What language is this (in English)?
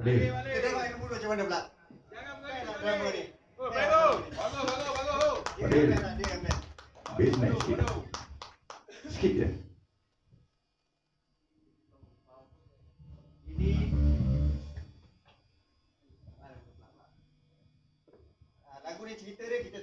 Malay